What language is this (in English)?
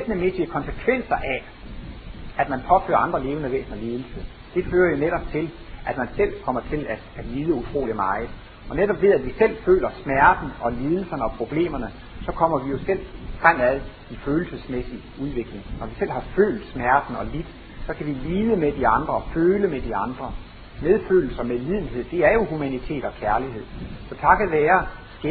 Danish